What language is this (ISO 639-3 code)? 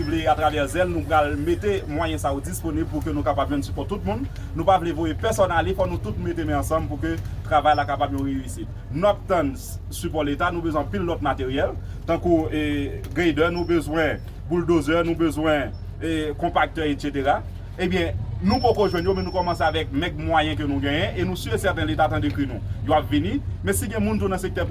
hat